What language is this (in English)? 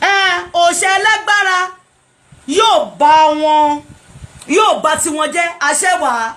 Yoruba